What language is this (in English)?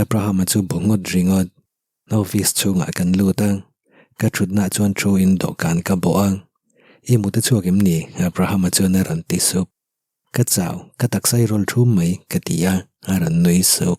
Mizo